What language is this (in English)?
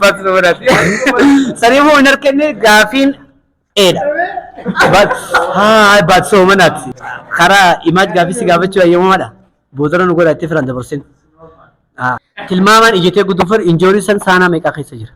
Oromo